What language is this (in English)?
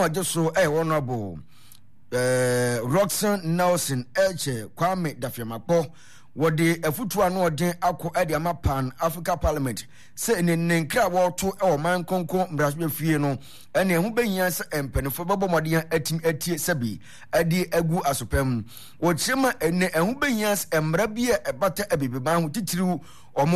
Akan